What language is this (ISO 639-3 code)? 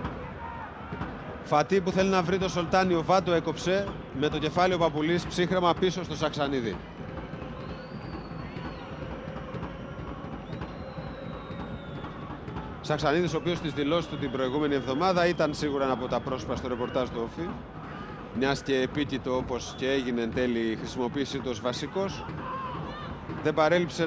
ell